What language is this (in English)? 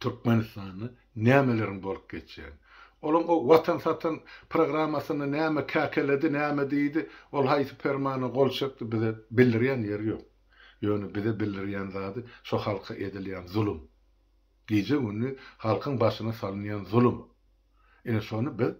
Turkmen